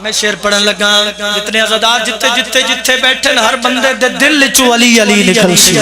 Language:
Pahari-Potwari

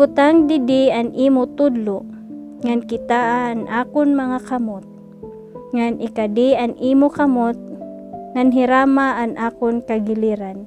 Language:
Waray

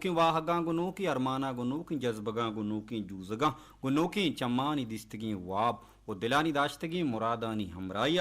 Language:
Baluchi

